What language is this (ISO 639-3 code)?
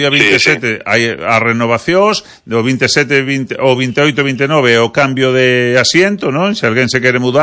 glg